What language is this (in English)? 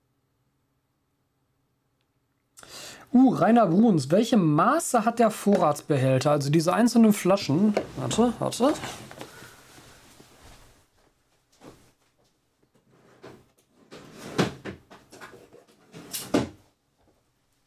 German